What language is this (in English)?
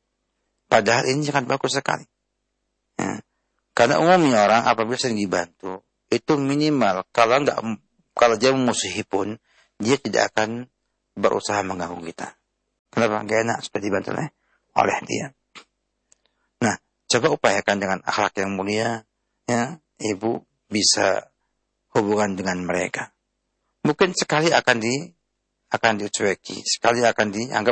Indonesian